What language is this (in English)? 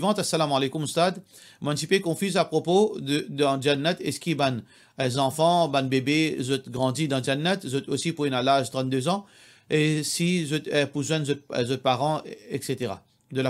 Morisyen